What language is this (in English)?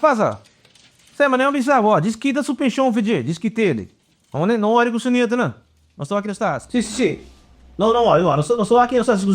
Papiamento